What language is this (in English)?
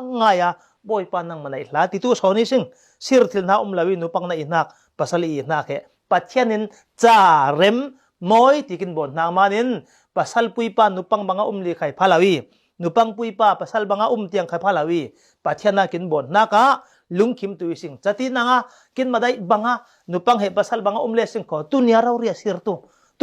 Falam Chin